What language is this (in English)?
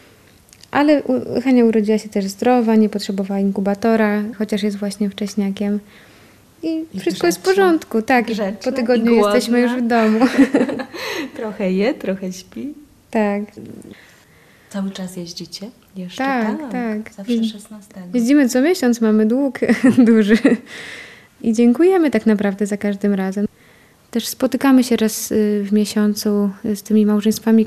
Polish